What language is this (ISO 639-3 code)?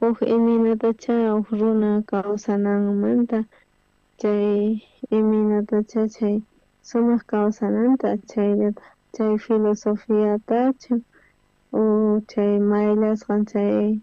quh